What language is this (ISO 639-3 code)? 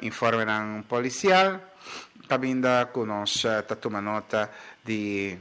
pap